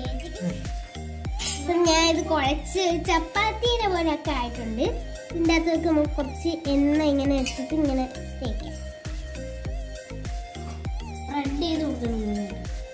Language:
Malayalam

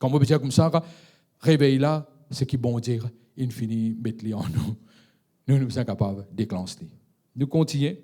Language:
Morisyen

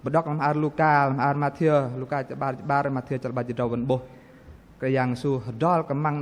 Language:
Bahnar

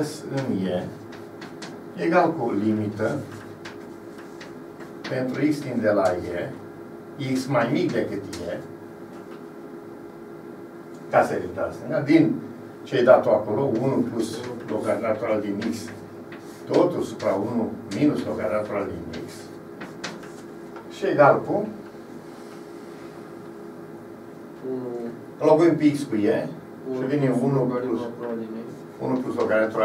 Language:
Romanian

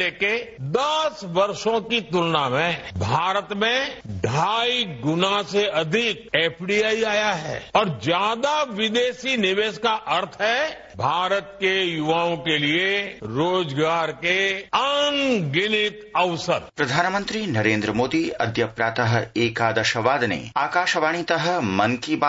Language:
Sanskrit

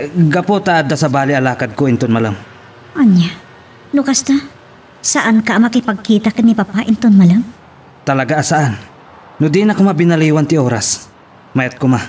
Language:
Iloko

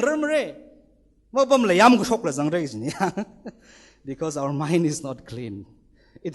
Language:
Tangkhul Naga (India)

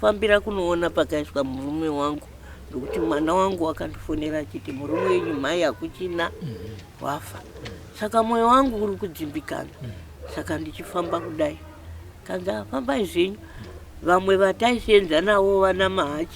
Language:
Shona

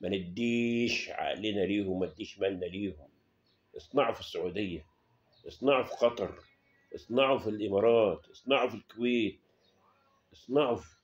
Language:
Egyptian Arabic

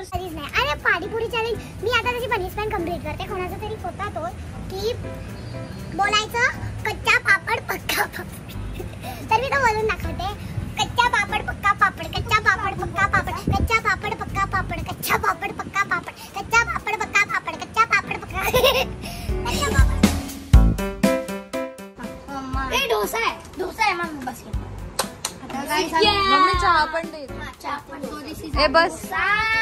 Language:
Marathi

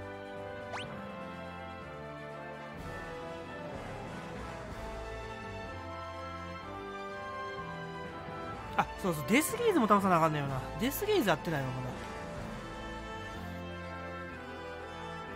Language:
Japanese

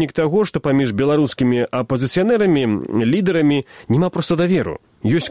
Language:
Belarusian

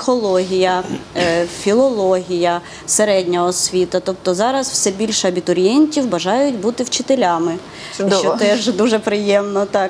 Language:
Ukrainian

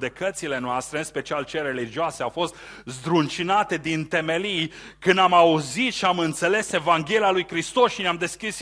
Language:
Romanian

